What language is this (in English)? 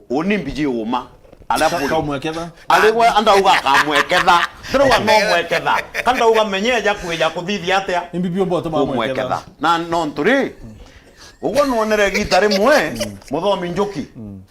Meru